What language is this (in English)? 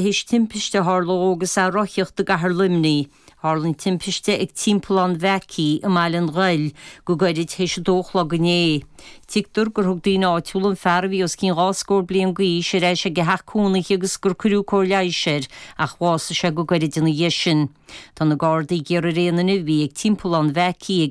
Irish